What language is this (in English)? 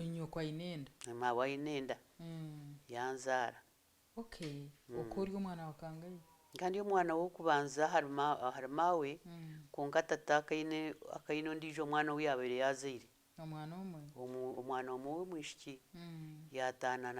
Nyankole